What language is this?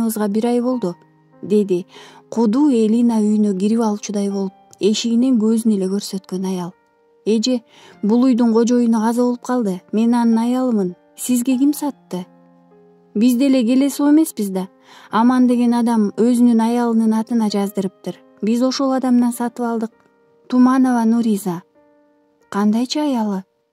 Kyrgyz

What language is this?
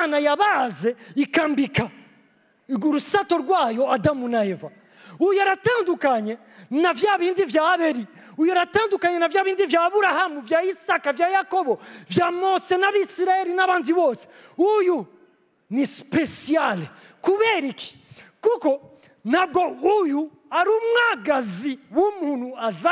Rundi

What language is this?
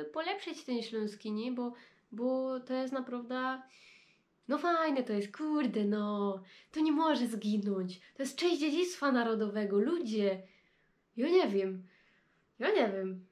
Silesian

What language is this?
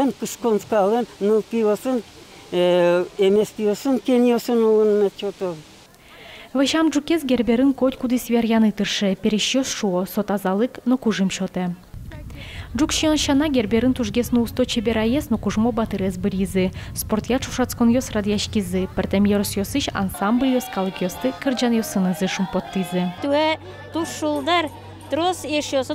Udmurt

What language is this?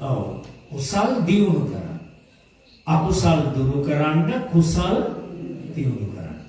Sinhala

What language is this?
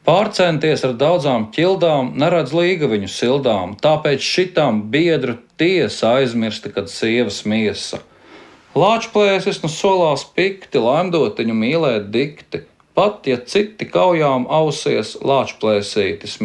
Latvian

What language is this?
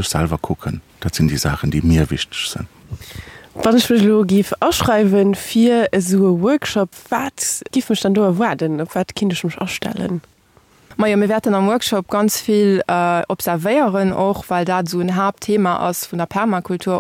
Luxembourgish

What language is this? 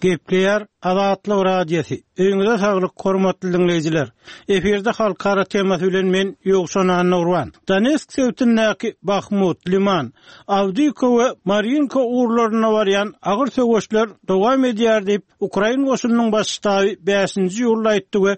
Turkmen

